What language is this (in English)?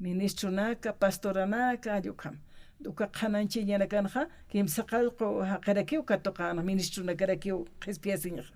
Aymara